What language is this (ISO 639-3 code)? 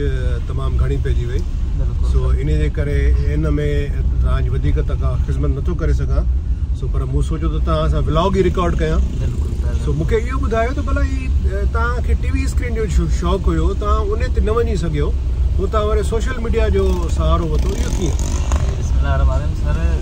snd